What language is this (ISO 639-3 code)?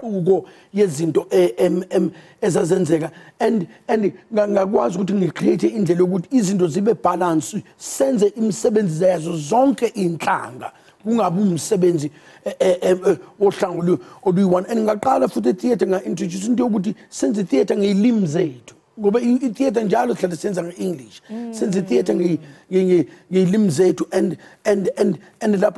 zul